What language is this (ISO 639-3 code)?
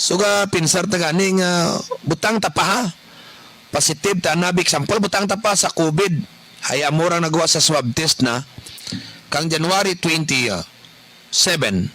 krj